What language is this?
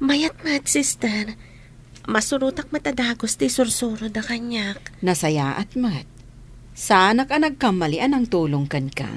Iloko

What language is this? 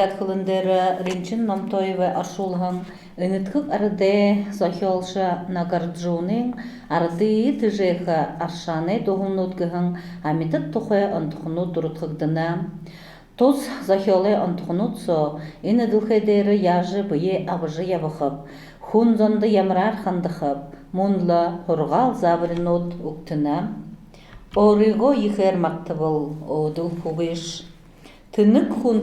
Buriat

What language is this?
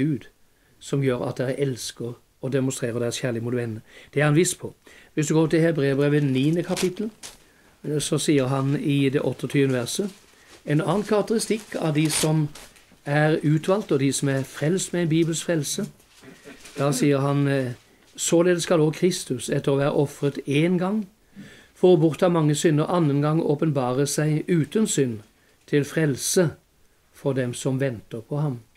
Norwegian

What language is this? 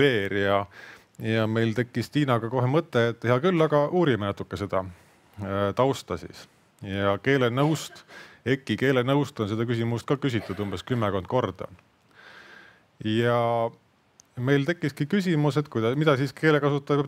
Estonian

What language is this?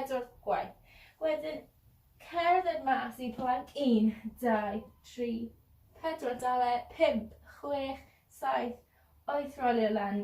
Welsh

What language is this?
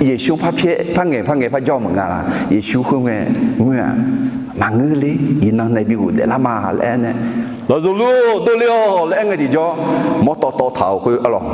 Akha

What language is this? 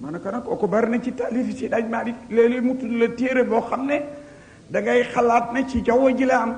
Wolof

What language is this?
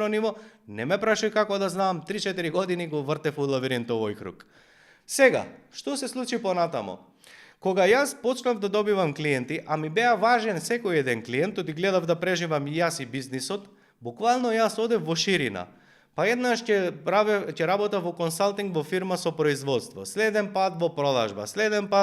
Macedonian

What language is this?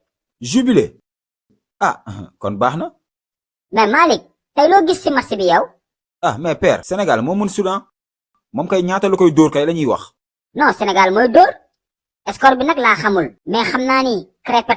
Wolof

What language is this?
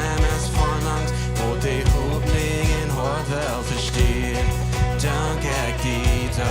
Plautdietsch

